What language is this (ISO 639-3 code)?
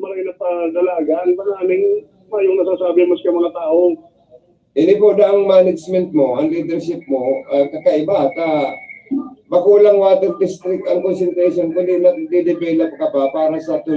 bik